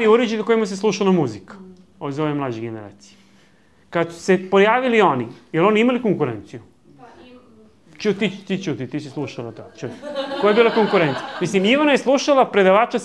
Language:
Serbian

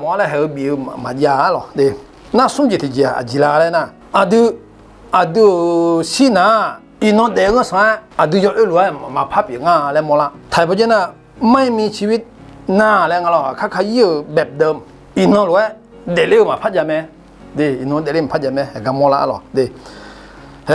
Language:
Akha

